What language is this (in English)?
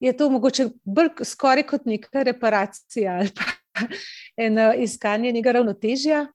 Slovenian